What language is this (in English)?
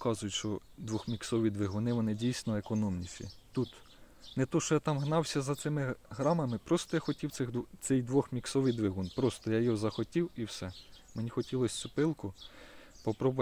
Ukrainian